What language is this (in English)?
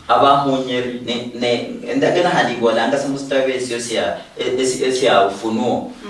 Luyia